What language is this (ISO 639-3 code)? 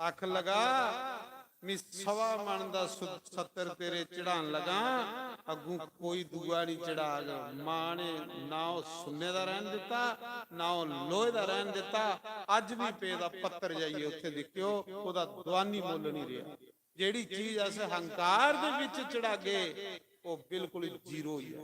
doi